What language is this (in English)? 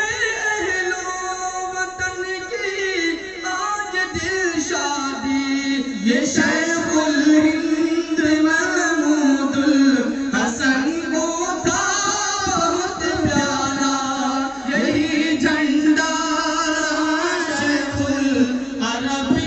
Urdu